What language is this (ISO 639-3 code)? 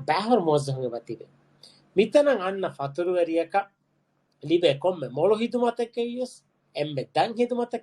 div